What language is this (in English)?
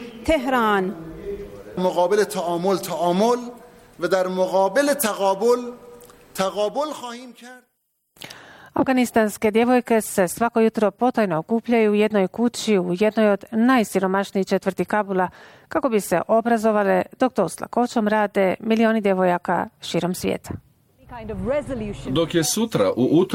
Bosnian